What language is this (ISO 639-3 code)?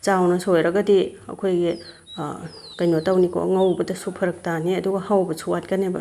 mni